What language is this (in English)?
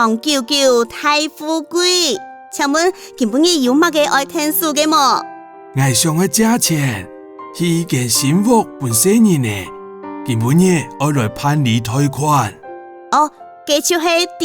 Hakka Chinese